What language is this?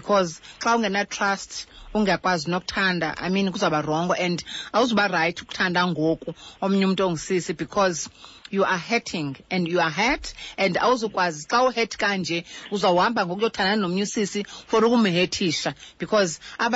Xhosa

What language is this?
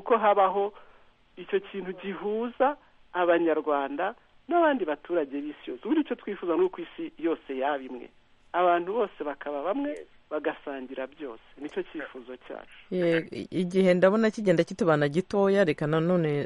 Kinyarwanda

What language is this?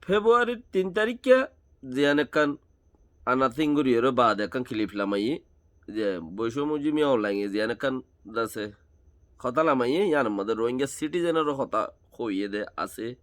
Rohingya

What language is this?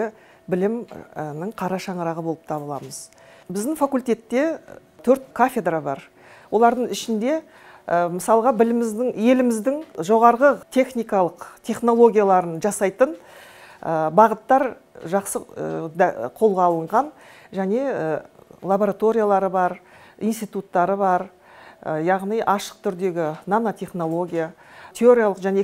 Kazakh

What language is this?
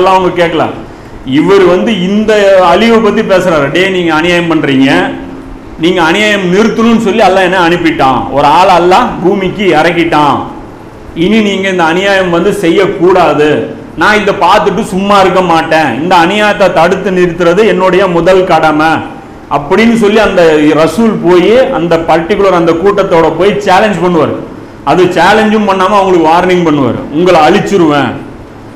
Tamil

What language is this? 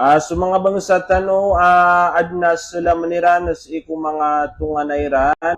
Maranao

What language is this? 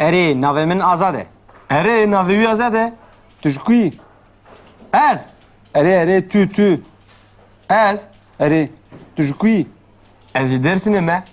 Kurdish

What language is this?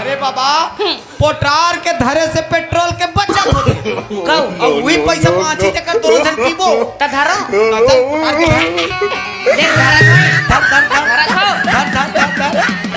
Chhattisgarhi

